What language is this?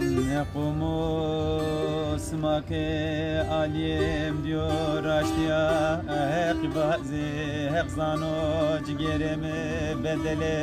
Zaza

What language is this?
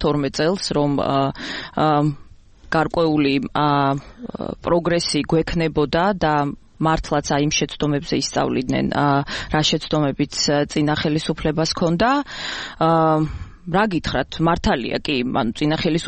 Georgian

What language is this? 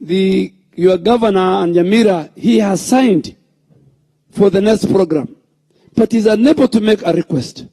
Gusii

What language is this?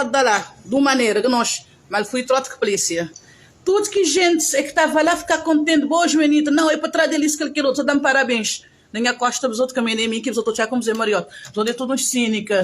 Kabuverdianu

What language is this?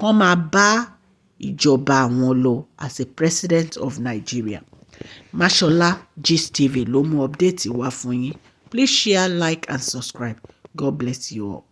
Yoruba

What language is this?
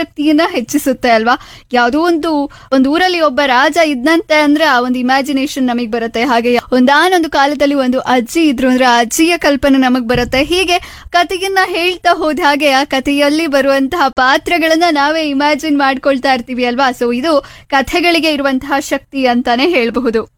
Kannada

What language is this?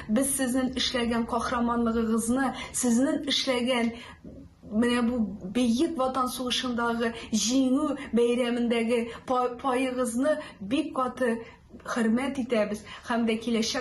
Tatar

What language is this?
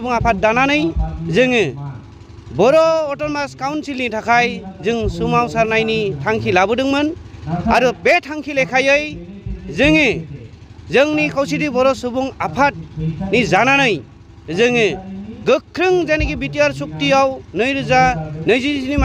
Bodo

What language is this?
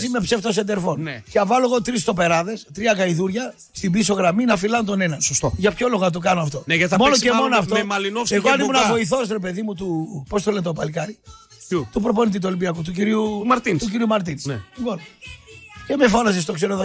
Greek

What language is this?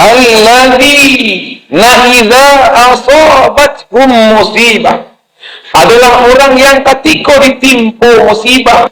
Minangkabau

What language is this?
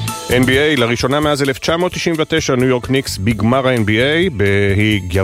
Hebrew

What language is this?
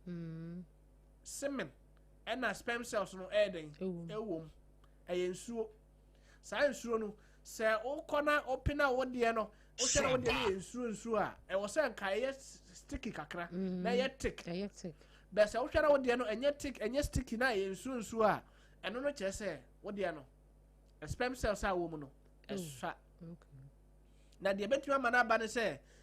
Akan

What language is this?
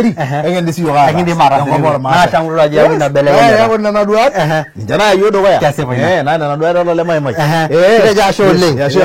Masai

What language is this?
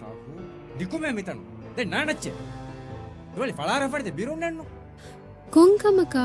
Divehi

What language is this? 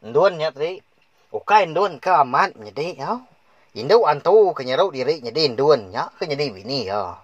Iban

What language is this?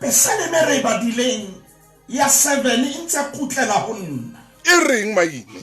Southern Sotho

